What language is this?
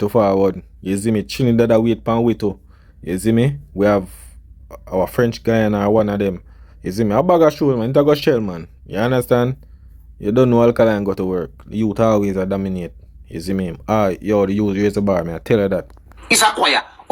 Jamaican Creole English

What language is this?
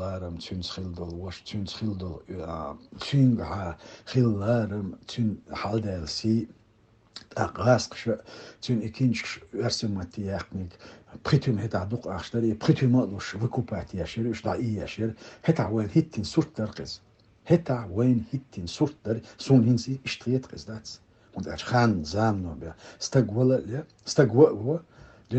Chechen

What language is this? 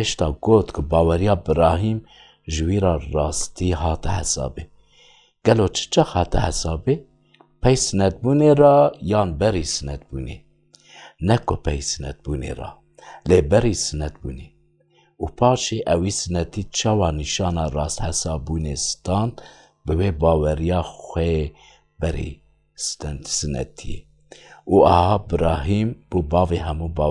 Kurdish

